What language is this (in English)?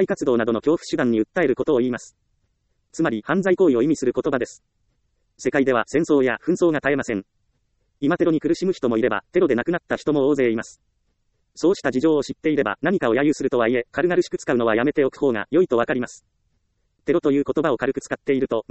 Japanese